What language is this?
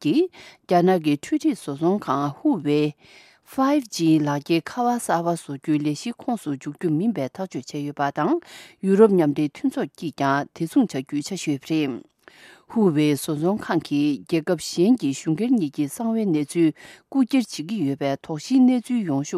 Tibetan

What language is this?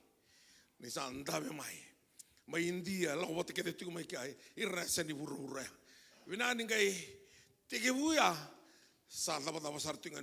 Fijian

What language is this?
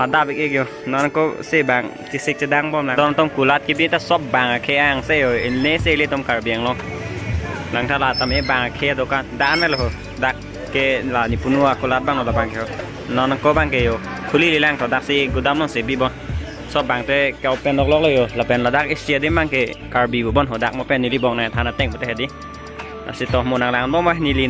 Karbi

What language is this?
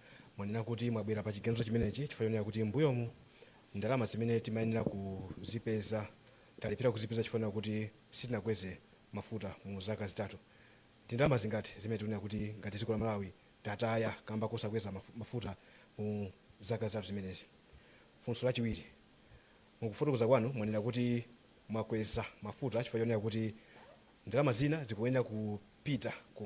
Nyanja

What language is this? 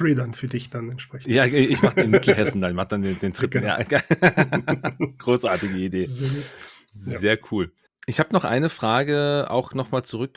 German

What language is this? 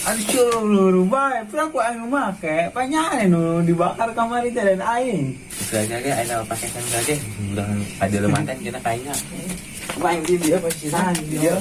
Sundanese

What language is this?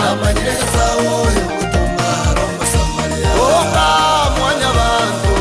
Gusii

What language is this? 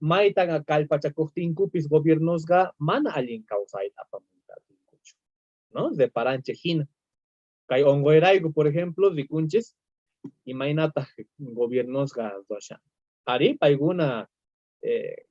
South Bolivian Quechua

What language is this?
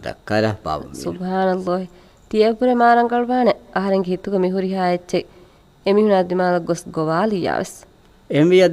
Divehi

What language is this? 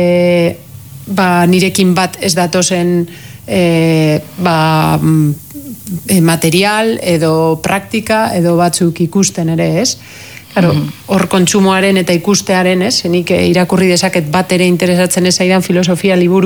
Basque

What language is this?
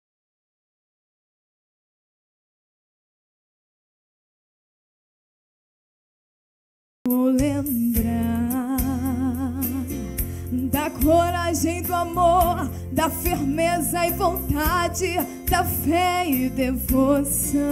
Portuguese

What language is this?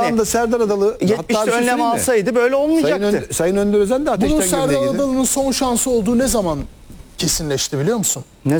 Turkish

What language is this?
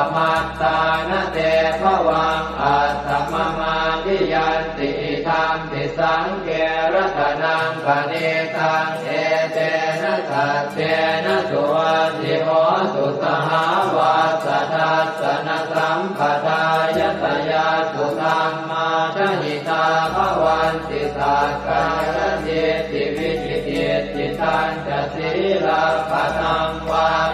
Pali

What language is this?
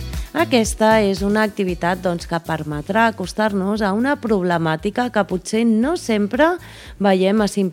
Catalan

